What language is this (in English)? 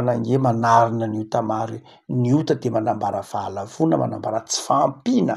Malagasy